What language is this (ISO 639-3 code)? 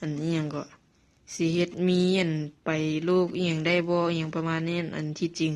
lao